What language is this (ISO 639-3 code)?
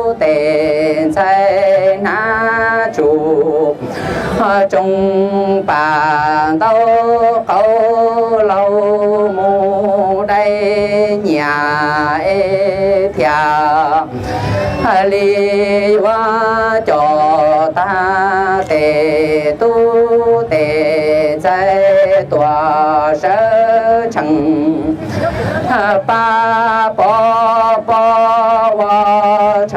hmn